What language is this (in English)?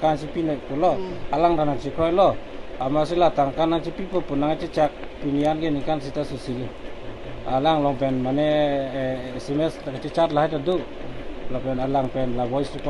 Karbi